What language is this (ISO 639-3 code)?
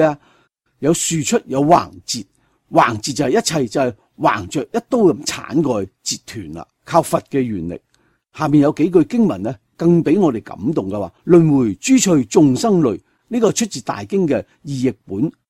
yue